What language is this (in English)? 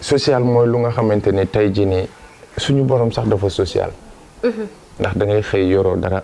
Wolof